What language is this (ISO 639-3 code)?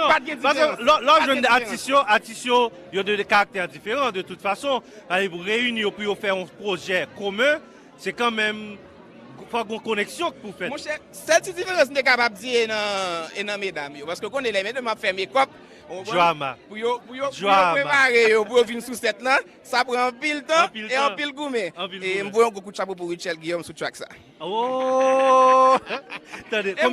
hat